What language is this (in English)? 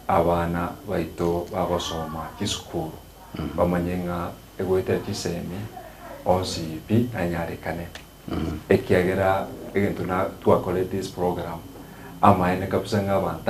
Gusii